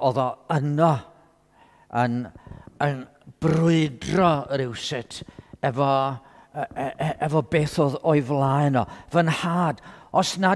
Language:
Welsh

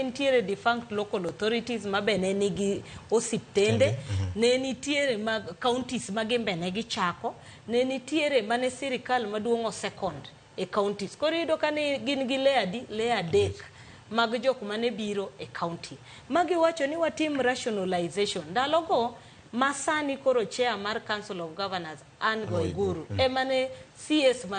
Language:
Luo (Kenya and Tanzania)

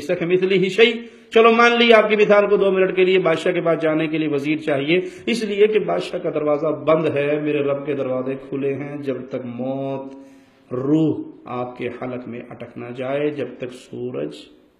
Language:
Urdu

